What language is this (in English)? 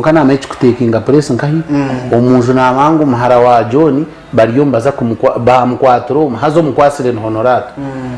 Nyankole